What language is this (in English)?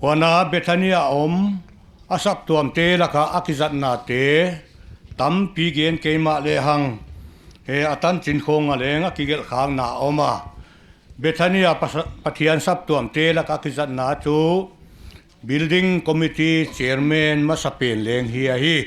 Paite Chin